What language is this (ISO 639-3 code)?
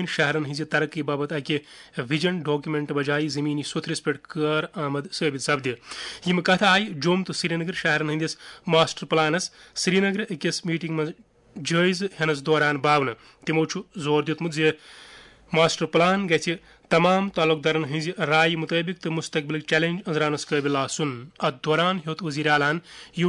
kas